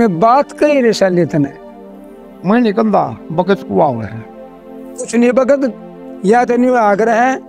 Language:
Haryanvi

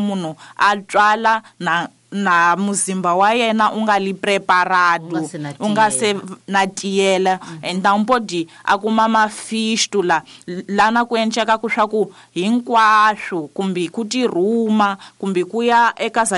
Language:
Tsonga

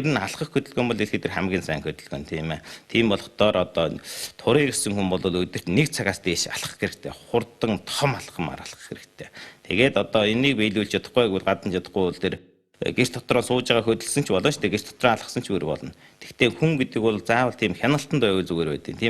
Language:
Mongolian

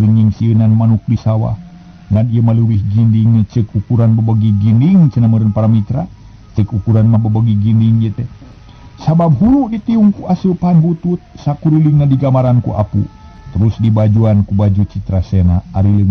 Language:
Sundanese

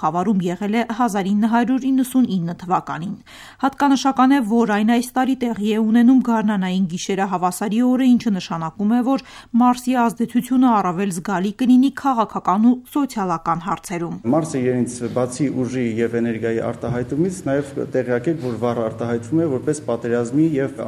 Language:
Armenian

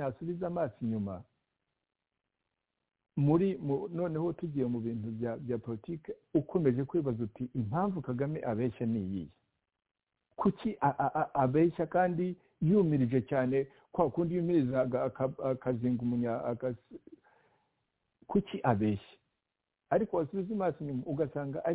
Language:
Kinyarwanda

